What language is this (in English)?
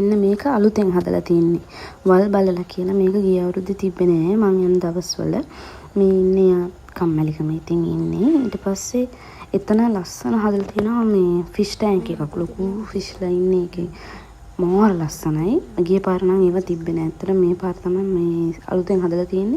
Sinhala